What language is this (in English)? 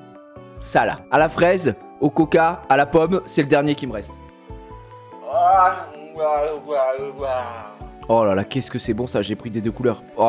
French